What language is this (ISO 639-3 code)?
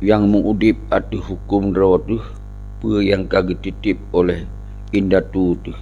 ace